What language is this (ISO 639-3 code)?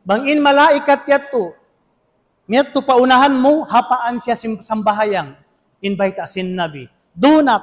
tsg